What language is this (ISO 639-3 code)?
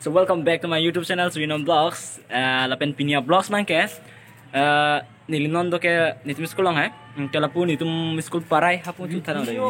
mjw